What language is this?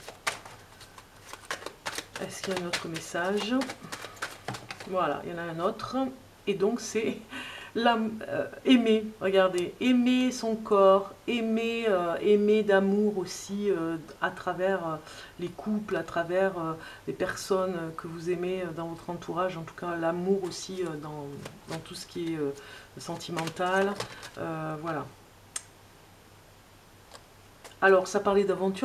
French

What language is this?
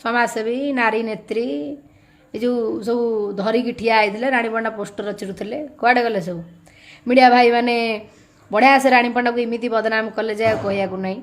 Odia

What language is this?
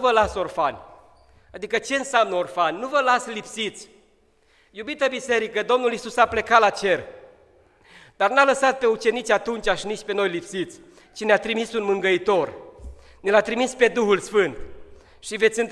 Romanian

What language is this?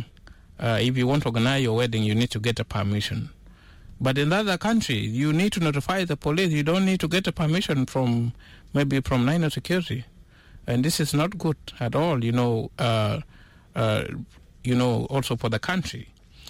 English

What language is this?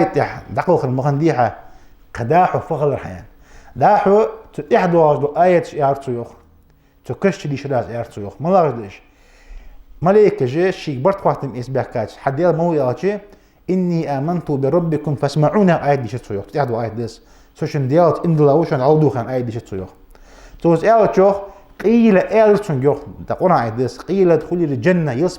Ingush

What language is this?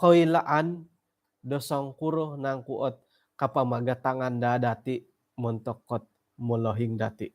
Central Dusun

